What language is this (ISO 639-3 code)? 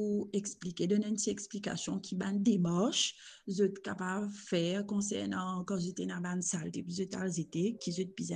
mfe